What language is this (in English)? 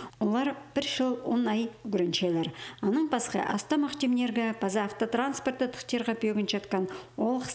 Khakas